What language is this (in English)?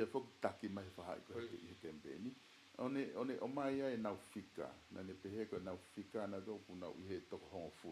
Tongan